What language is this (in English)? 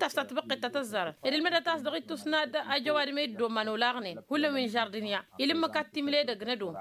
Tamasheq